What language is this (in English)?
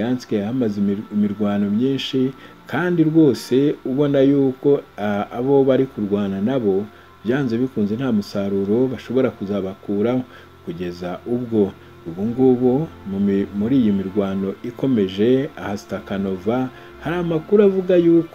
Kinyarwanda